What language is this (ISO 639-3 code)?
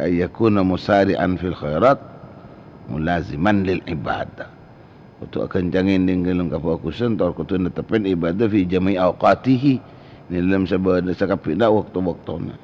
mad